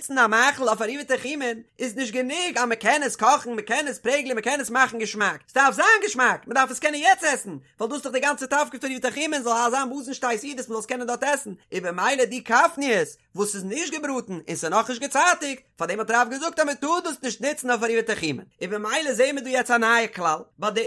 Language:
Yiddish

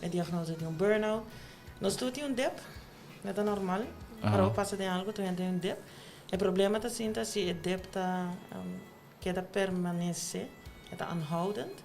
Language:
Papiamento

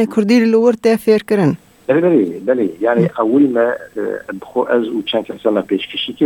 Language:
Kurdish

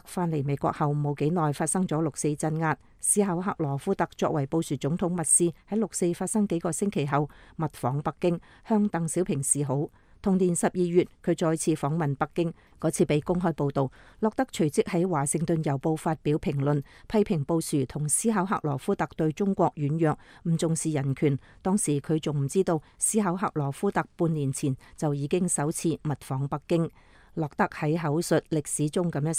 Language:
Cantonese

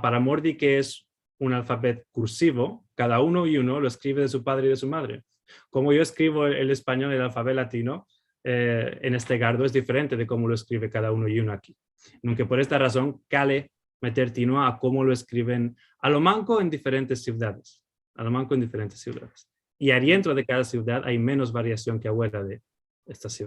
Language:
Ladino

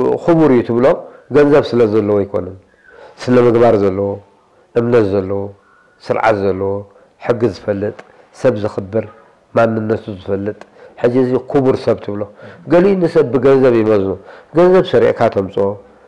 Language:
Tigrinya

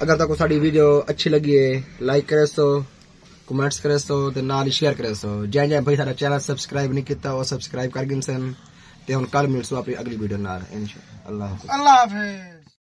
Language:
Saraiki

